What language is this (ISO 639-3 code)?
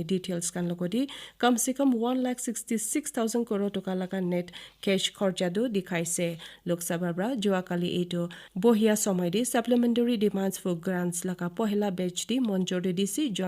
nag